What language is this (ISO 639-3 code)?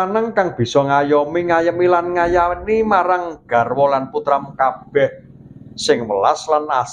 jav